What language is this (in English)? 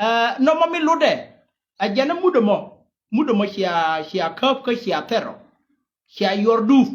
Nuer